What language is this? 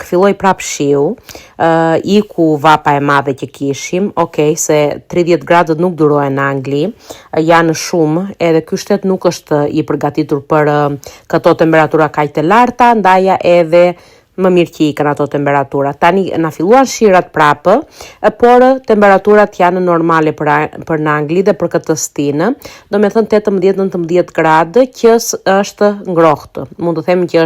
Albanian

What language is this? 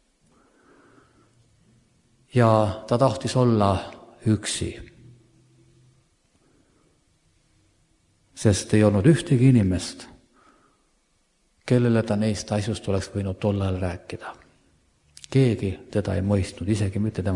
Estonian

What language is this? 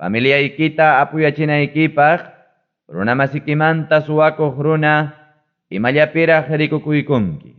Ayacucho Quechua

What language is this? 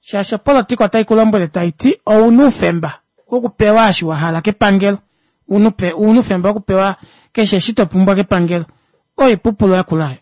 Kuanyama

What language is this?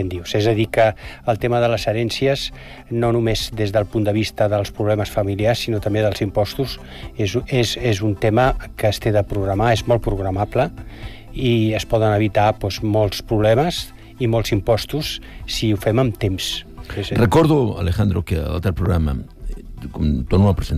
Catalan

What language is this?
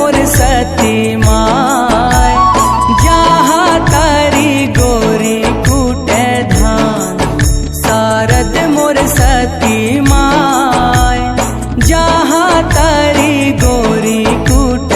Chhattisgarhi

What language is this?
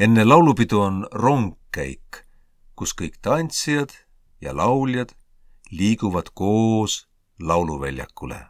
Estonian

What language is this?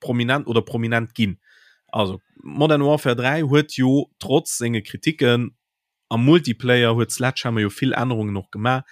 Luxembourgish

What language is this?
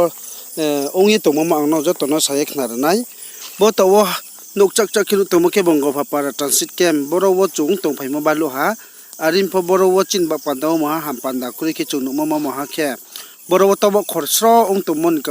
Riang (India)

